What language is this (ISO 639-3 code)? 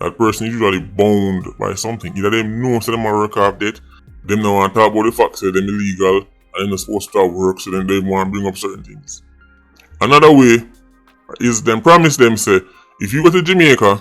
jam